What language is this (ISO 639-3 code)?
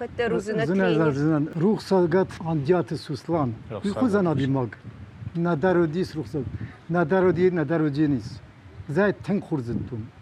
oss